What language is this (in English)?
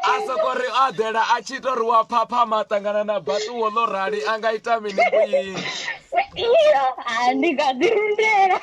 Venda